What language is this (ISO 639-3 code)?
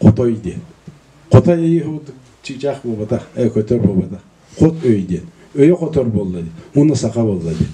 sah